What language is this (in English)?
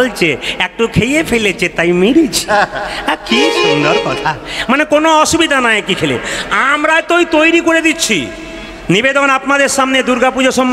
Bangla